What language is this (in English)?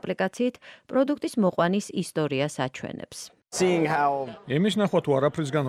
Georgian